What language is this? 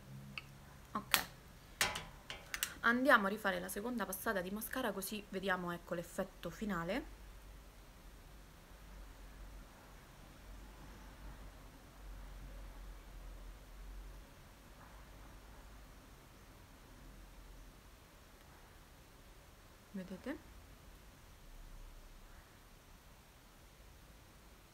Italian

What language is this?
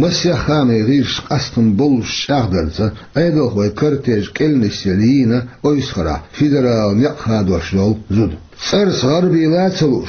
Chechen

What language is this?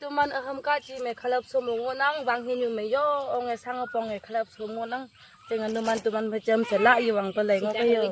Naga Pidgin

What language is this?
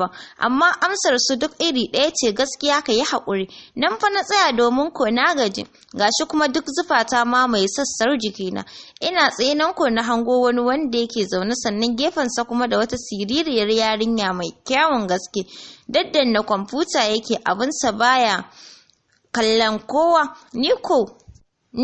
Hausa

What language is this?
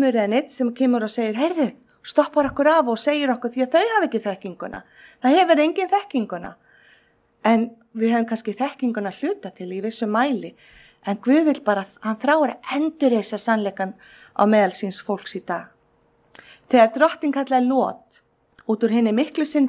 Icelandic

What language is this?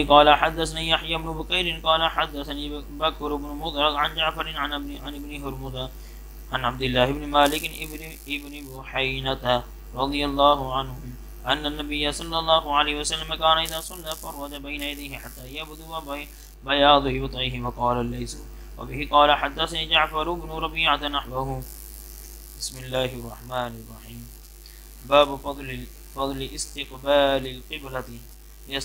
Arabic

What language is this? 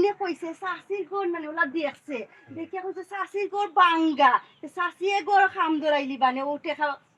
Sylheti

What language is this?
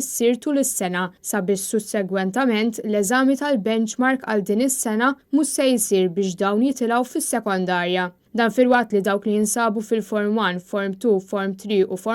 Maltese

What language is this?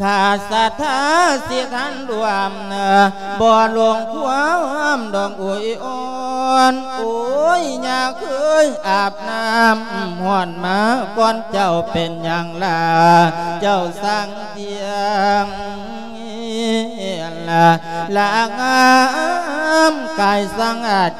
Lao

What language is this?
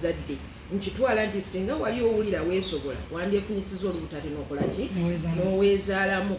Ganda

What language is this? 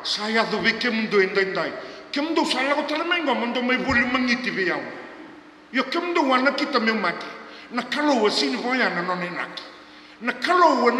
Fijian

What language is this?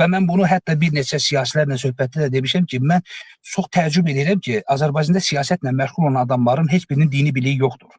Azerbaijani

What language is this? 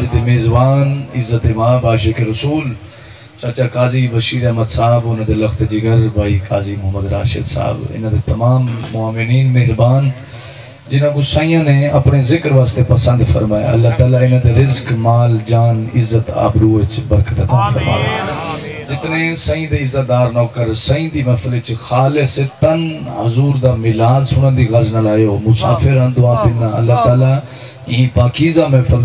Saraiki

